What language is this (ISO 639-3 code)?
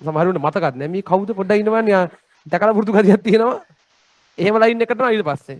sin